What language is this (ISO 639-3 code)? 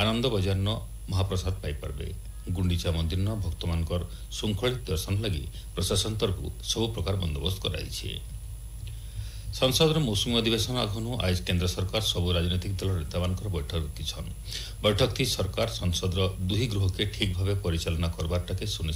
ori